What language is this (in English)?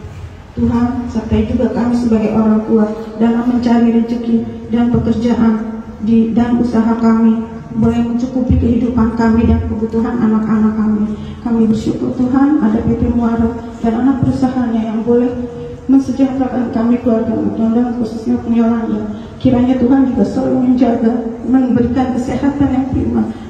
Indonesian